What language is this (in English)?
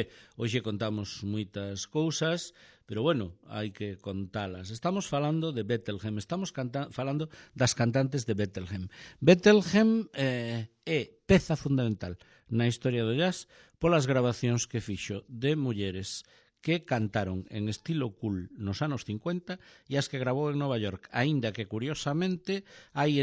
Galician